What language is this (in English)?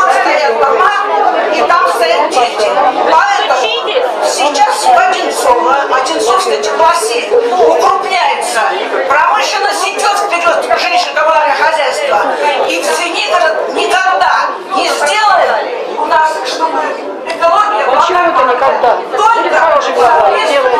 Russian